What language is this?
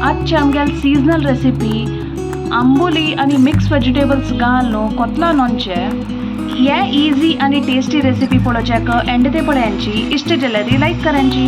Konkani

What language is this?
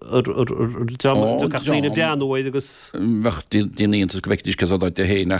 Irish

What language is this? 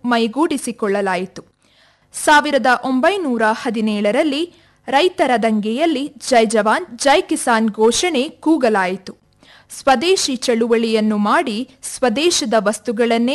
Kannada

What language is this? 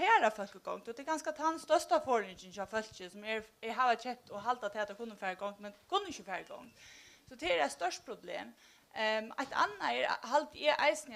Faroese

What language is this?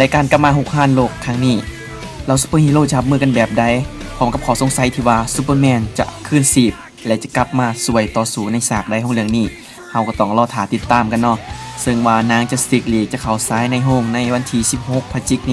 Lao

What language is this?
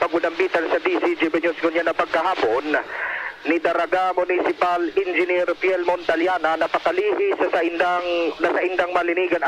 Bikol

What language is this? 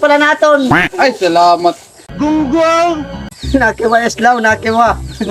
Waray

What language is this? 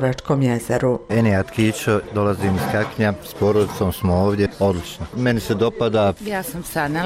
Bosnian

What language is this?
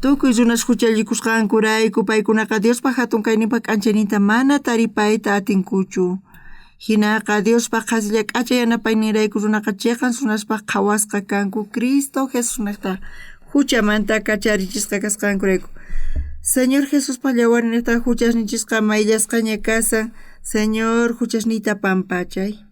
South Bolivian Quechua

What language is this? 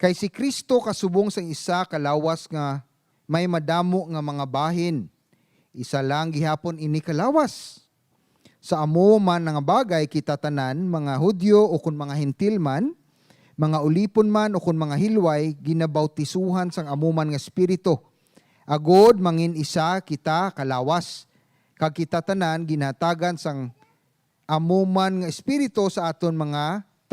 Hiligaynon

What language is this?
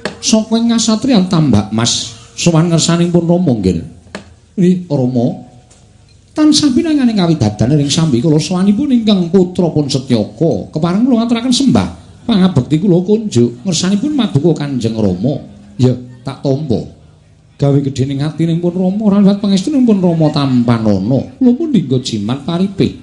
Javanese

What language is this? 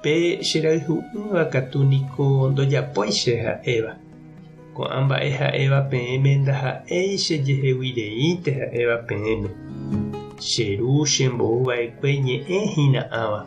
Guarani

